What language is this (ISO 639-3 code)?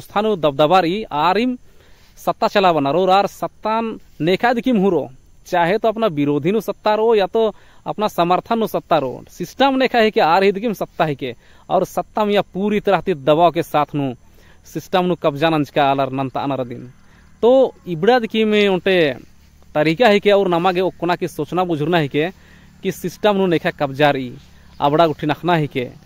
kru